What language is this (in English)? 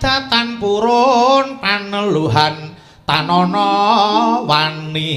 Javanese